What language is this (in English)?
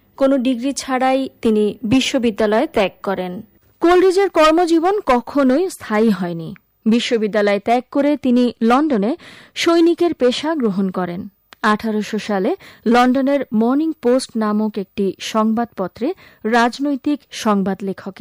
Bangla